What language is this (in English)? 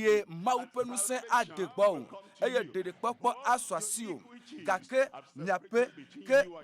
Ewe